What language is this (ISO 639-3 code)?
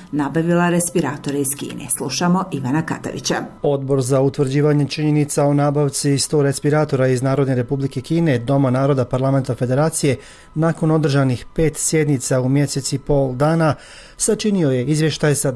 bos